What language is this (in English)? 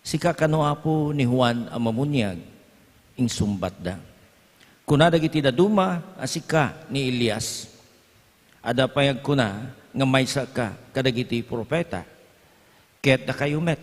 Iloko